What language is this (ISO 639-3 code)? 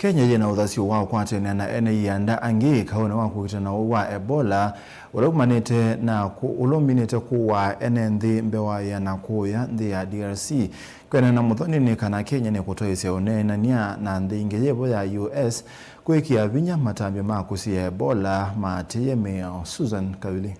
kam